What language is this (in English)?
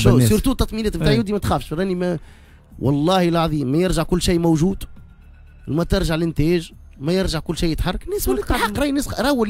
Tunisian Arabic